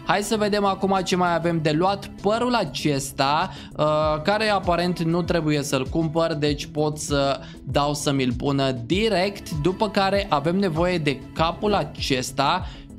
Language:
Romanian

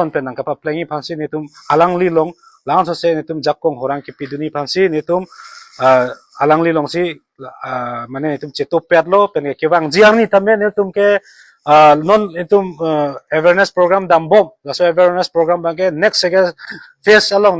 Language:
Karbi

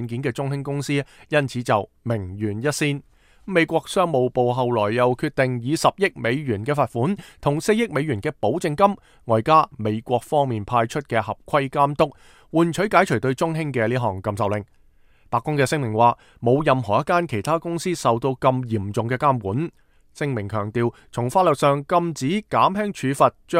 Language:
Cantonese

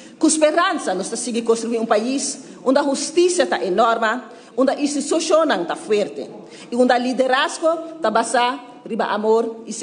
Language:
Papiamento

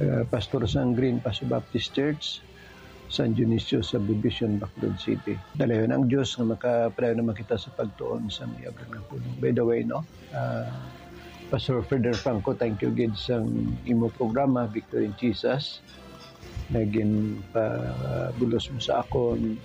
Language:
Hiligaynon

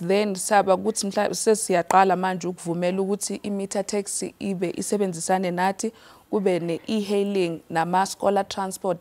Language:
Zulu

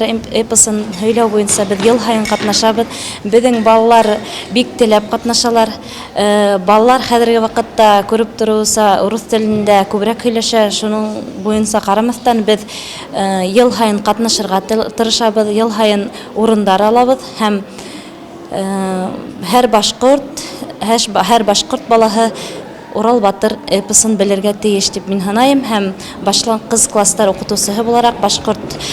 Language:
Bashkir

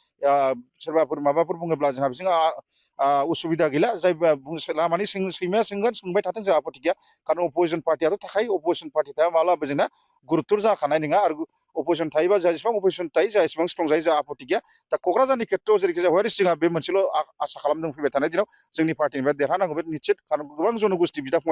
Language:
Bodo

